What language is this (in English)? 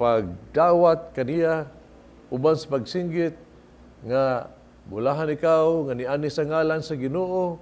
Cebuano